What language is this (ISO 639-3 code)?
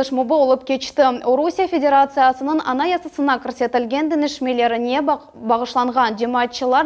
crh